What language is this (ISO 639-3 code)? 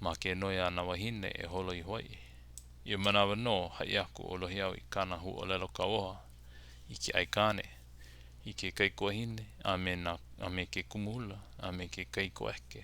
haw